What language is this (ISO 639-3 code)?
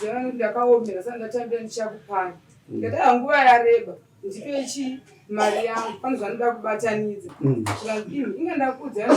sna